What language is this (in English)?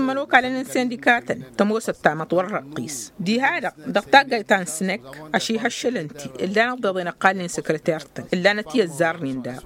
Tamasheq